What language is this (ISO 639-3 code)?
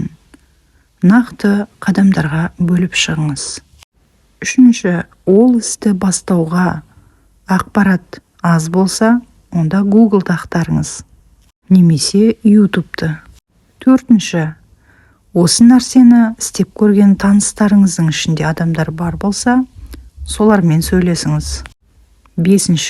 kaz